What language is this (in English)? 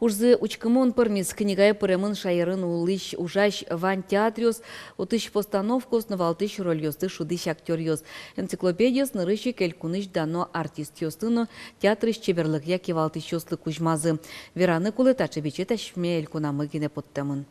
Udmurt